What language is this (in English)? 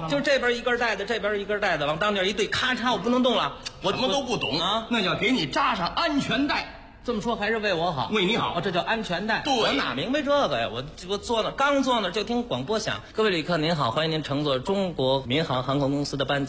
Chinese